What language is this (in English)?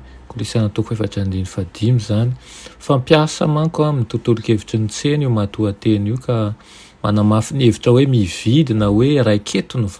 Malagasy